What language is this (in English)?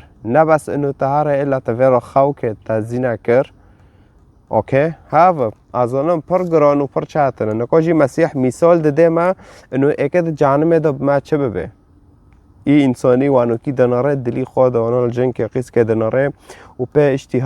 Kurdish